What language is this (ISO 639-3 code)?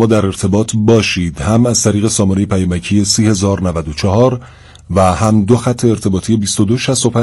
fas